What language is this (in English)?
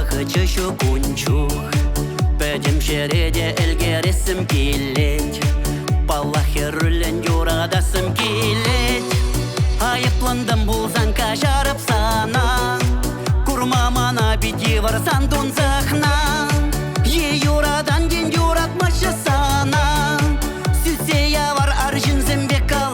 Chuvash